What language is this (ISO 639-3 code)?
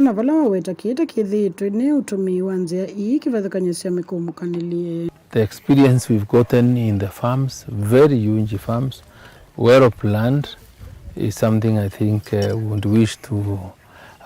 kam